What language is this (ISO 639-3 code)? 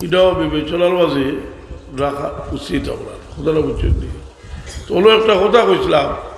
syl